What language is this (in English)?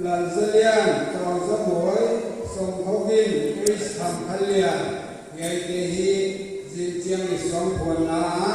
Paite Chin